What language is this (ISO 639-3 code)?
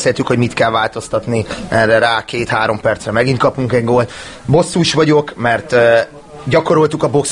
hun